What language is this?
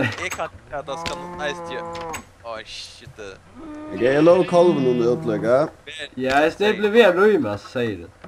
Faroese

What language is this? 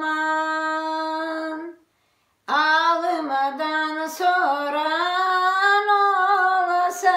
Crimean Tatar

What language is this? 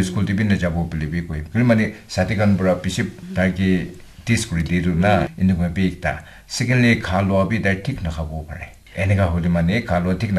Naga Pidgin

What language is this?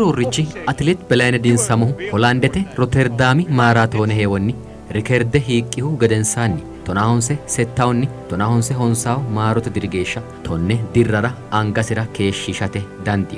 Sidamo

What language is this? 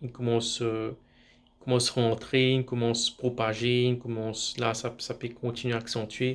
Morisyen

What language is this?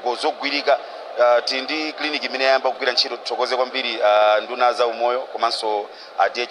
Nyanja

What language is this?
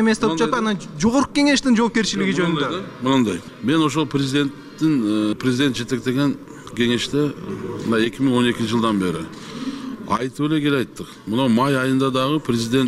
Kyrgyz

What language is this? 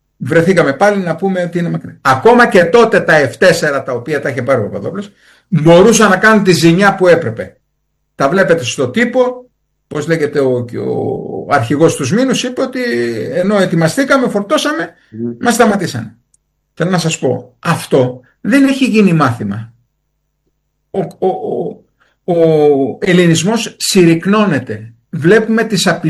Greek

